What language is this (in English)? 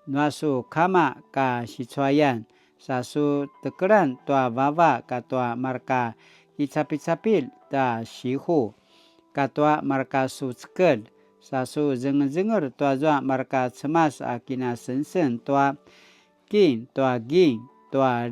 Paiwan